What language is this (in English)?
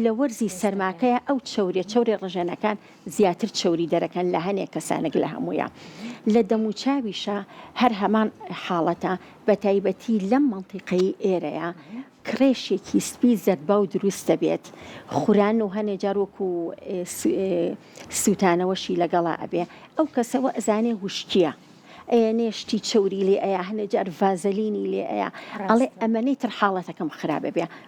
Central Kurdish